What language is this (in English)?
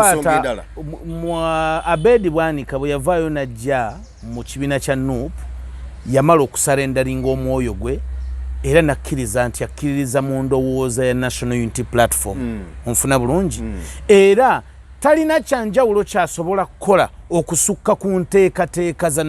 Ganda